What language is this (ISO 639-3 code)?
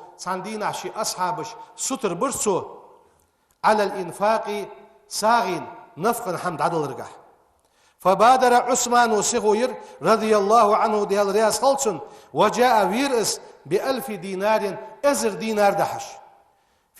inh